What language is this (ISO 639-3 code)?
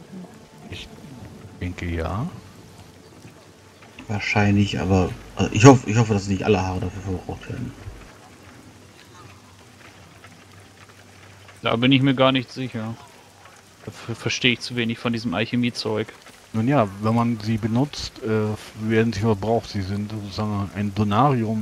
deu